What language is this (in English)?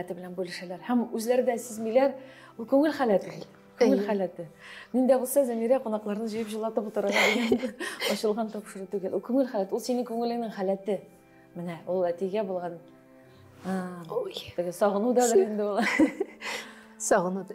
Tatar